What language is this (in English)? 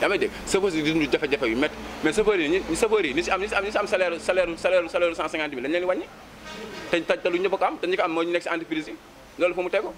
Wolof